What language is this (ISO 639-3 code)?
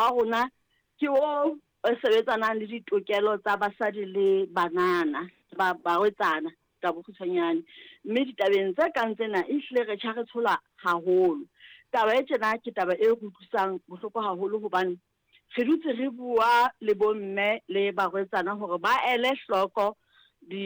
sot